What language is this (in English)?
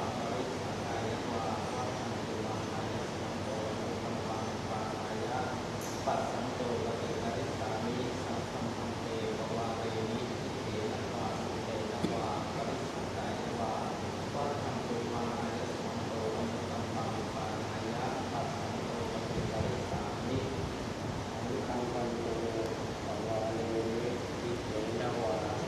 Pali